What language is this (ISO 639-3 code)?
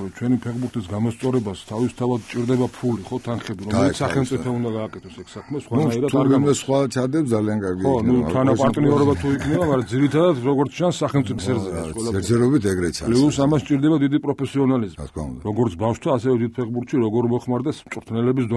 kat